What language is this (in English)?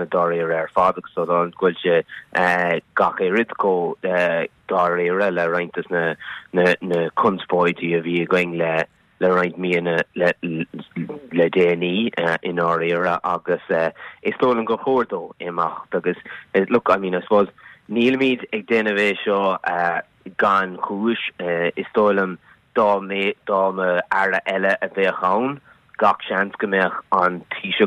Irish